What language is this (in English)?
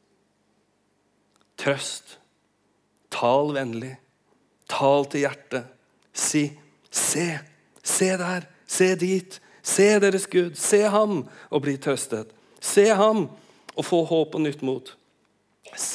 Norwegian